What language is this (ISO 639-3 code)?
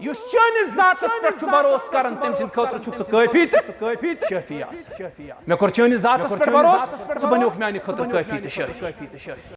kas